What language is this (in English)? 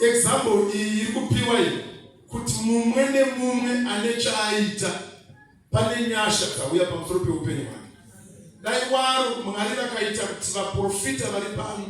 Shona